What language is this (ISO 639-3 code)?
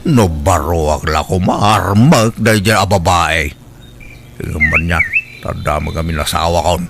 ilo